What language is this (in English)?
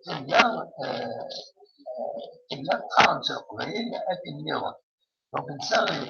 Kabyle